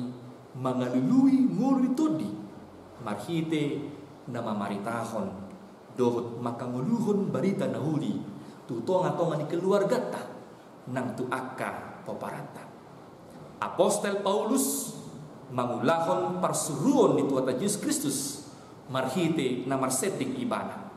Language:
Batak Toba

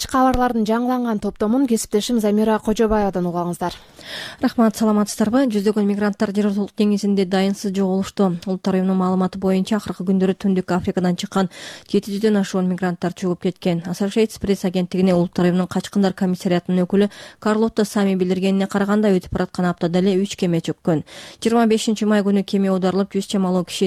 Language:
Kyrgyz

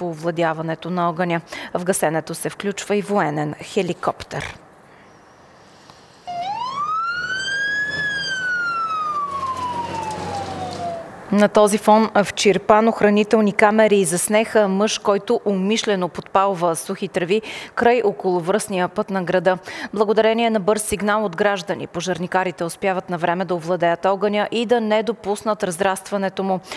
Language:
Bulgarian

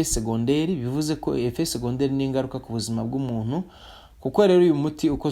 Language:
Kinyarwanda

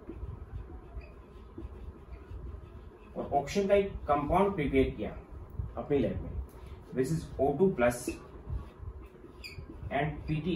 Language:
Hindi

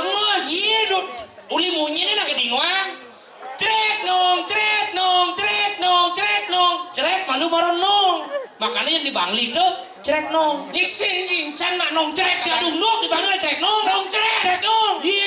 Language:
Balinese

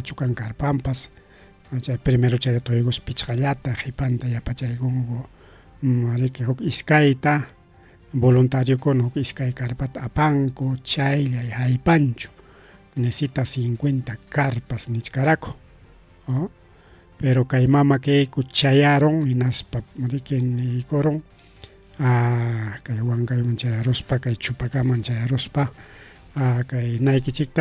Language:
Ayacucho Quechua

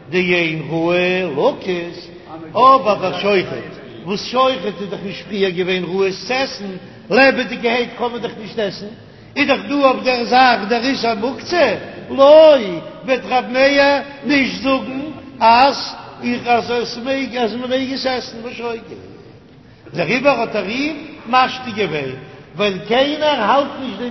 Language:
Yiddish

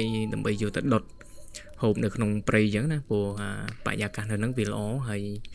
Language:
Khmer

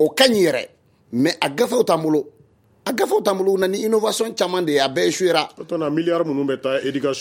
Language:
Bambara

